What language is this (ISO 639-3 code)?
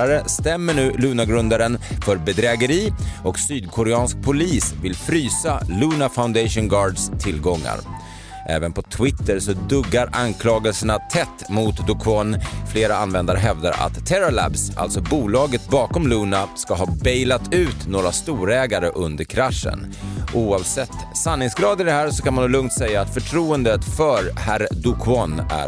swe